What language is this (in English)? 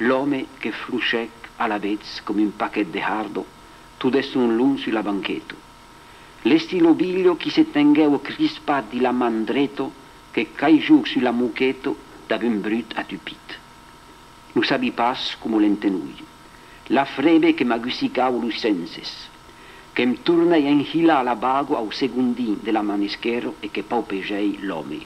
Occitan